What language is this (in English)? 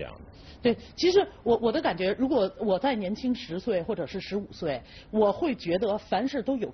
Chinese